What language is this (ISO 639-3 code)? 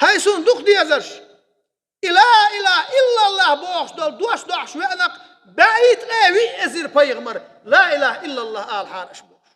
che